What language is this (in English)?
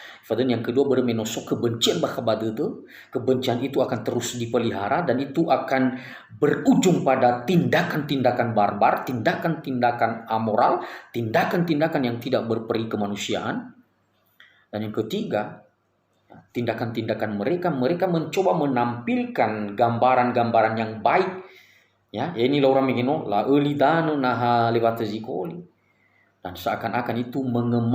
Nias